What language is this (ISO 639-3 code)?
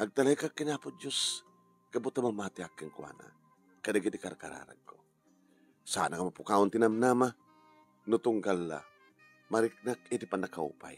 ilo